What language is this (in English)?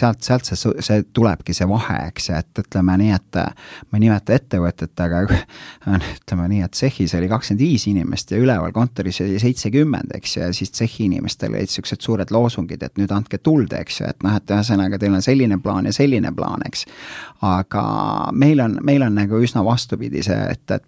Estonian